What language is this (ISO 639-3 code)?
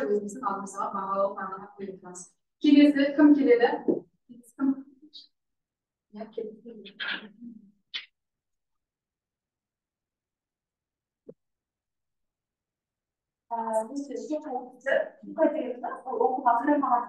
kaz